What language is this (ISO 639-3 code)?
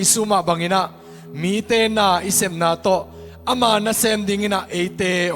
ctd